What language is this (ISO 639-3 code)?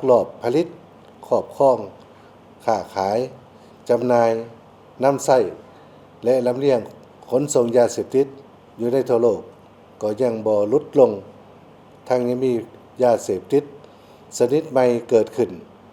lao